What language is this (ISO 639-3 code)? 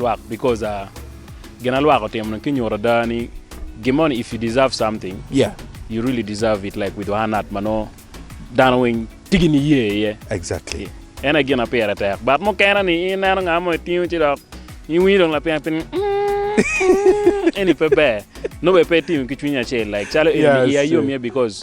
ach